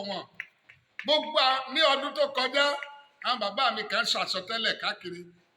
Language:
Yoruba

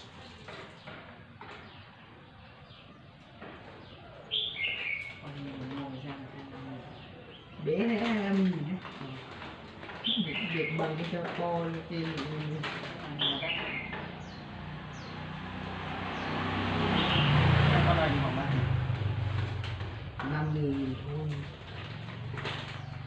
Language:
Vietnamese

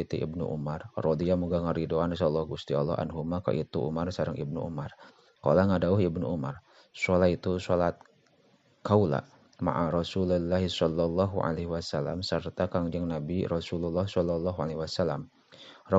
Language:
Sundanese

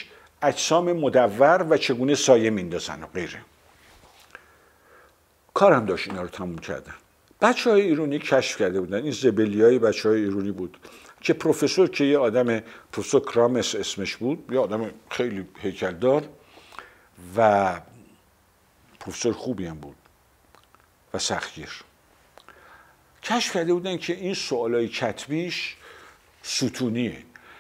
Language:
Persian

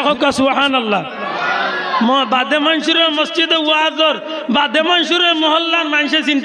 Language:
Sylheti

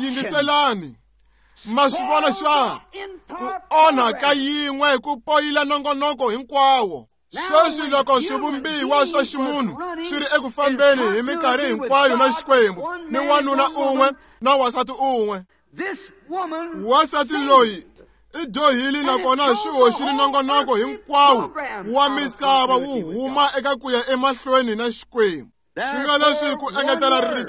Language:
Tsonga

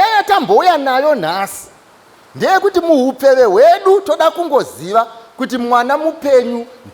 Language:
Shona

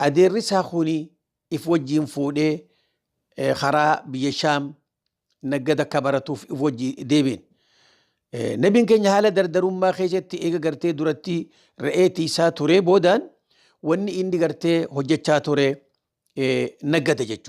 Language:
Oromo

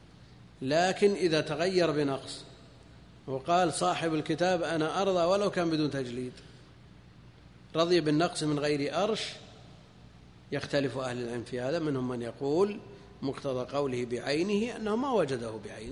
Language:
Arabic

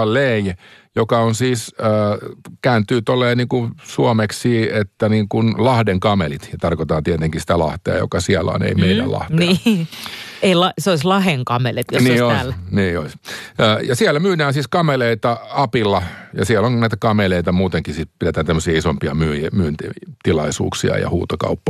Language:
Finnish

